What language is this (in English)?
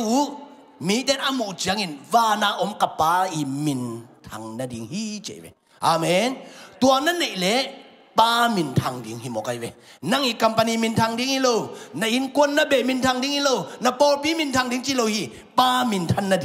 Tedim Chin